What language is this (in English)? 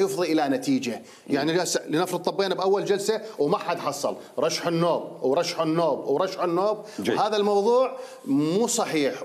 Mesopotamian Arabic